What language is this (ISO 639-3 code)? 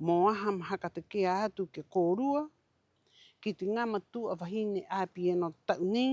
rap